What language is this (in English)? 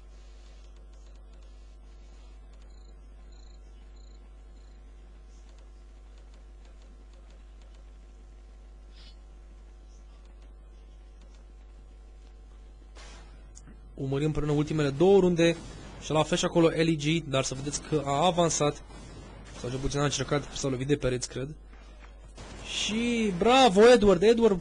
Romanian